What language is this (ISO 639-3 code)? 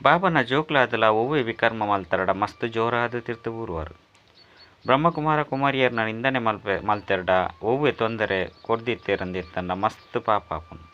tcy